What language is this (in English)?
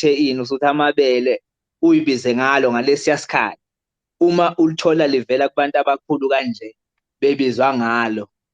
Zulu